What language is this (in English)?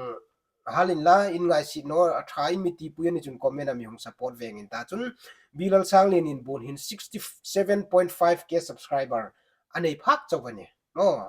Hmar